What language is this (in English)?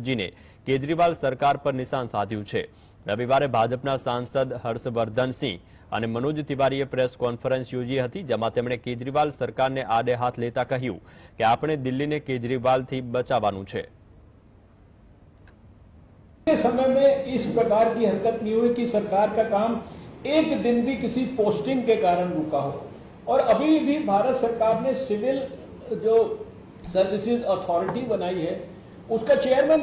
Gujarati